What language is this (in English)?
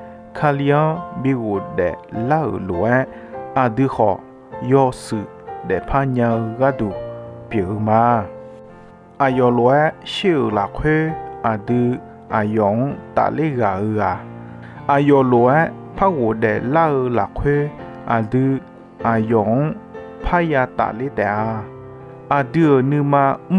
Akha